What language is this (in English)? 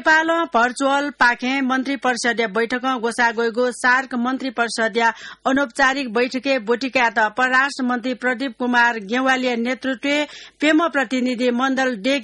Newari